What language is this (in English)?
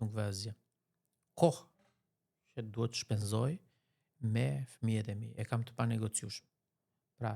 Albanian